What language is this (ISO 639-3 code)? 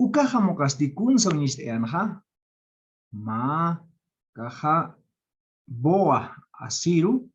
aym